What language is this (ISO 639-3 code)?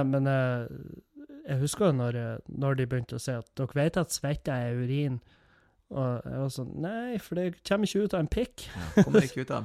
nor